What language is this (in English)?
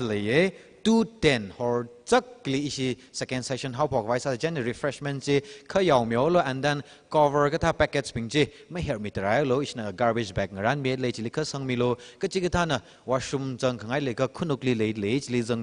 Tangkhul Naga (India)